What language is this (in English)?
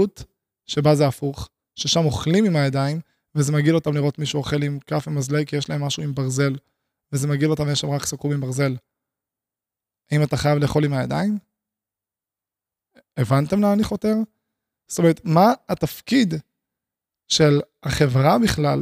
Hebrew